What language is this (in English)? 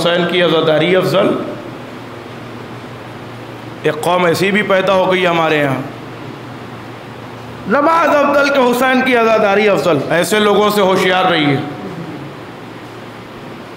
Urdu